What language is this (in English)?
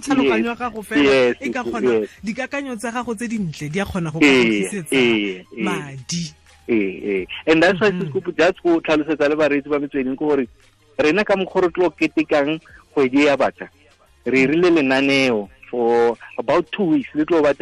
Tswana